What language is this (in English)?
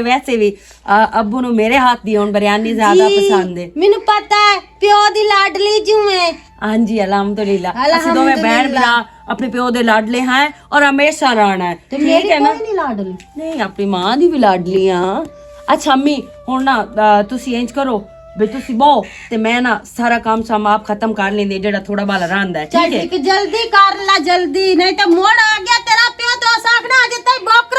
Western Panjabi